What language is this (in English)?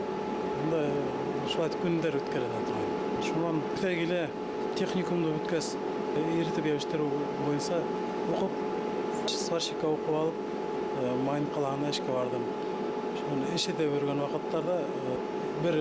Bashkir